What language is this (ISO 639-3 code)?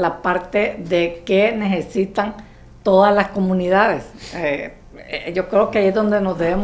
spa